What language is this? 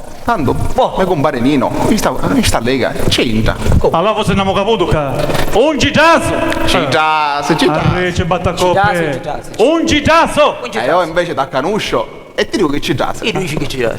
Sicilian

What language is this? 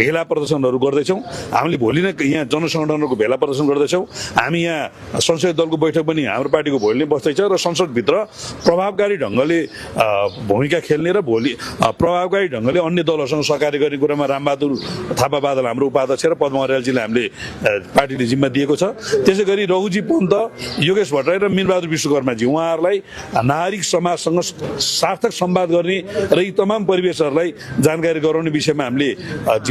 Nepali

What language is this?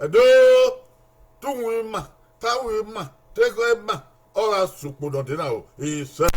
Bini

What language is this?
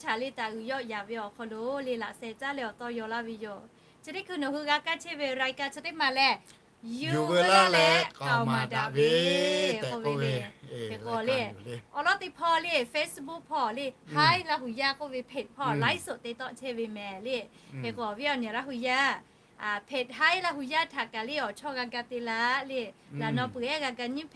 Lahu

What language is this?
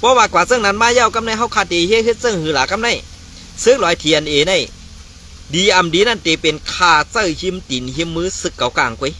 Shan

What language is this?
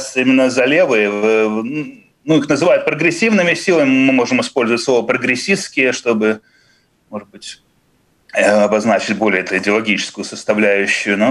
Russian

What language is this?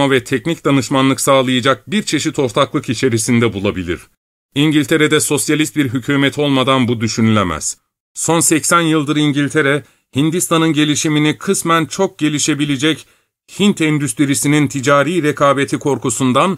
Turkish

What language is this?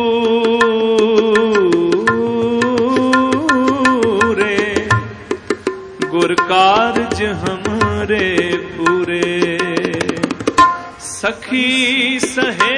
Punjabi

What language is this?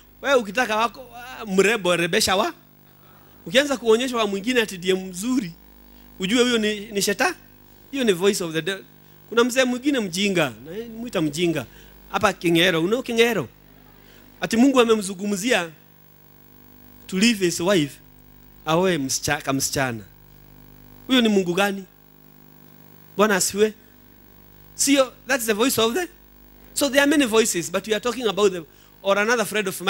Swahili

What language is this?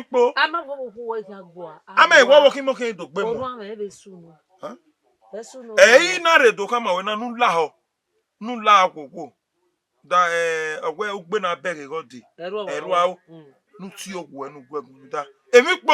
Bini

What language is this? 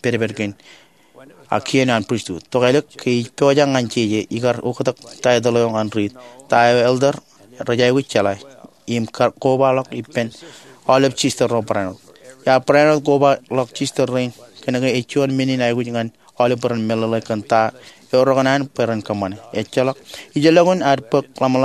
Marshallese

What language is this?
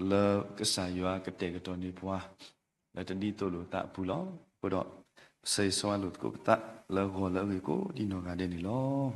S'gaw Karen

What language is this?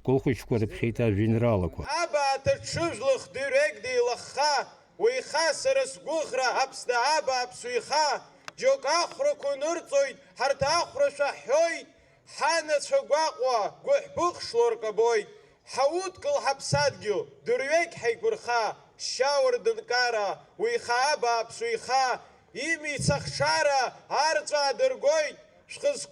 Abkhazian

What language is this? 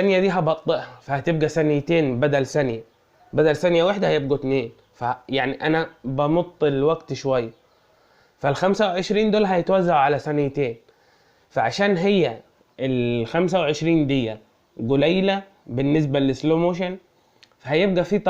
Egyptian Arabic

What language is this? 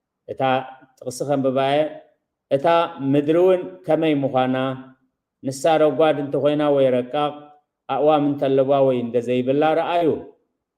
Tigrinya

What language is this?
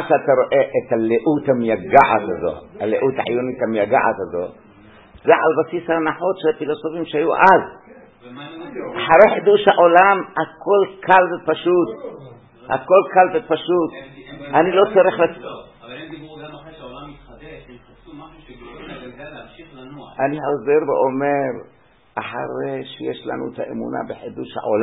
Hebrew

